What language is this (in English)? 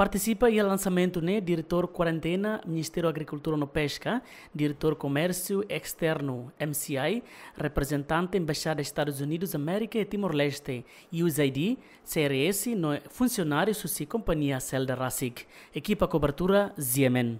Tetum